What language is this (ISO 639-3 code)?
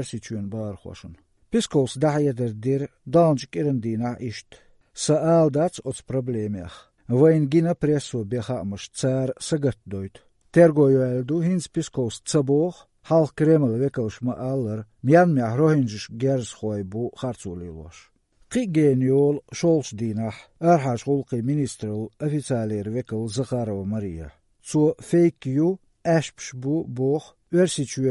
lav